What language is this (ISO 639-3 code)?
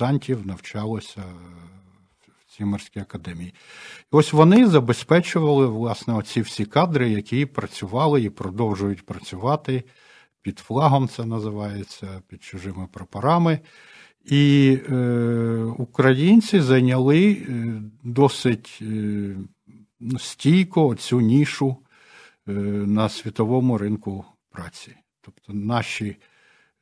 ukr